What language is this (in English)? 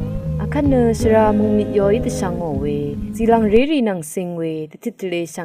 Rawang